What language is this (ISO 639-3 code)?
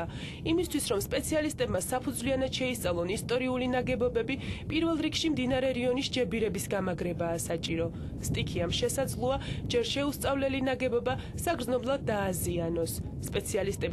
kat